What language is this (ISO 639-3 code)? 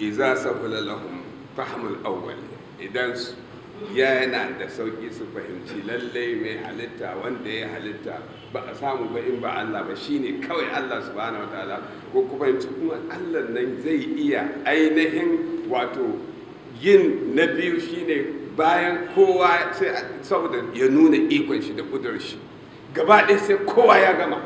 hau